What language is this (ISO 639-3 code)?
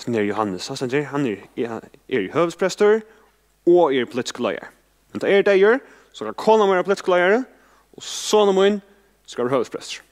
fao